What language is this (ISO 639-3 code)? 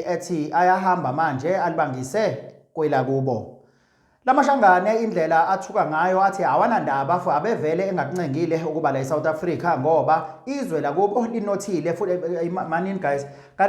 zul